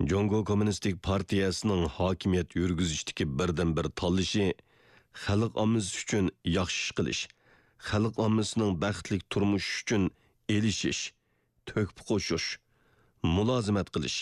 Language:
Uyghur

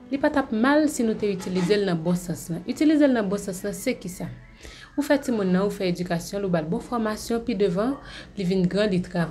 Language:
Haitian Creole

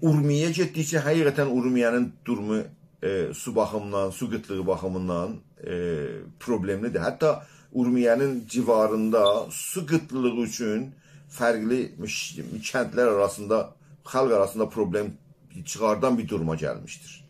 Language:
South Azerbaijani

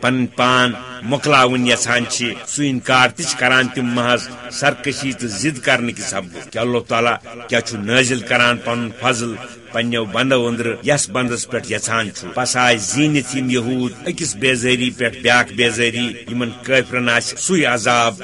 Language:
Kashmiri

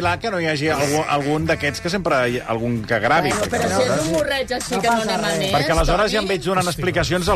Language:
Catalan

